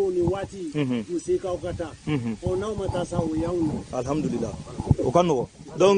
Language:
Bambara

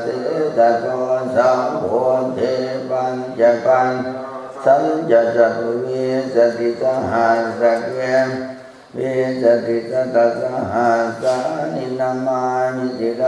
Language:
Pali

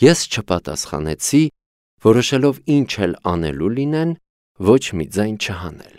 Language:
Armenian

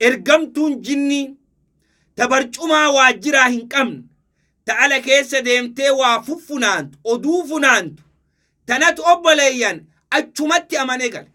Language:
Oromo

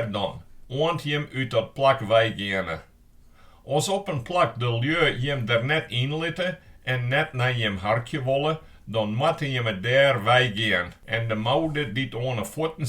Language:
Western Frisian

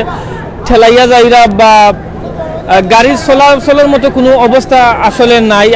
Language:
Sylheti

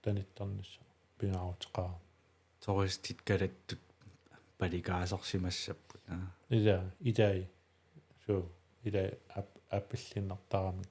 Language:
Kalaallisut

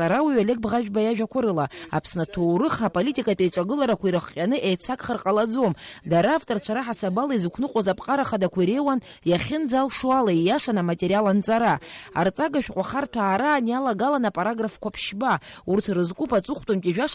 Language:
Abkhazian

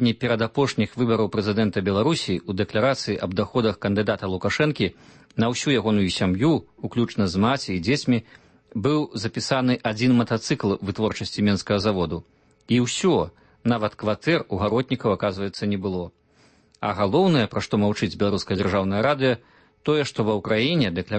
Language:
Belarusian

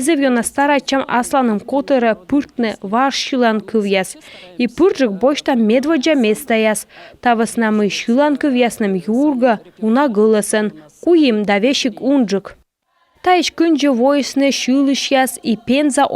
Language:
Komi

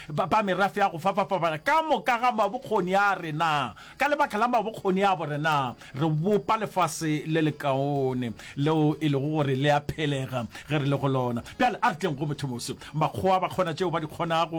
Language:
Northern Sotho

